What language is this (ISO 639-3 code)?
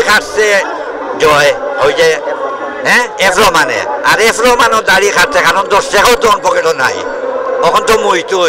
syl